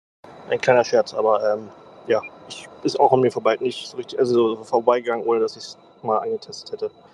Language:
German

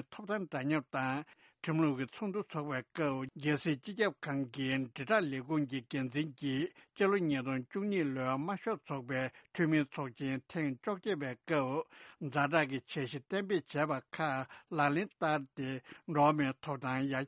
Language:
Tibetan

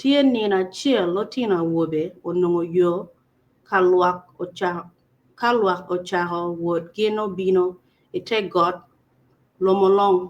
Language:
Acoli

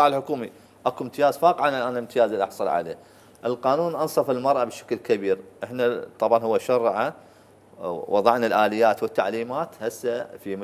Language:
Mesopotamian Arabic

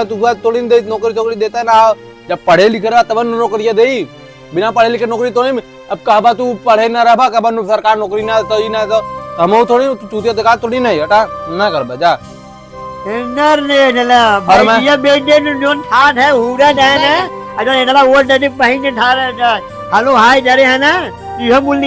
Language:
Awadhi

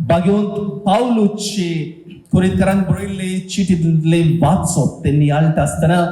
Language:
Konkani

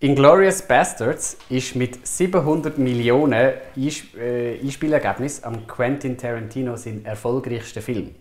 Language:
Swiss German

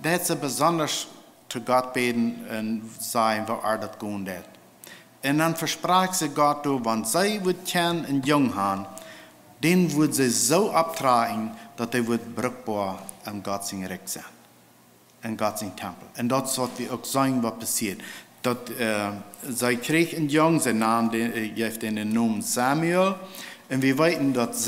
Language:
Plautdietsch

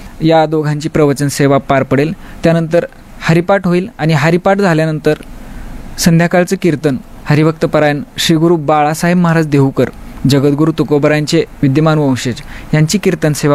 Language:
Marathi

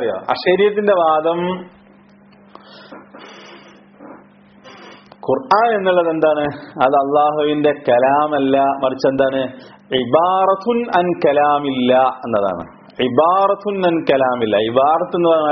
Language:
Malayalam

